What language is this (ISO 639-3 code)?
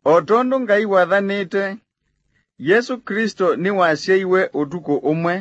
kam